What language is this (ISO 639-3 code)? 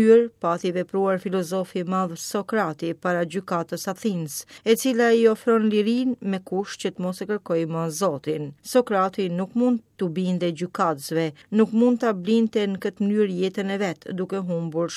sqi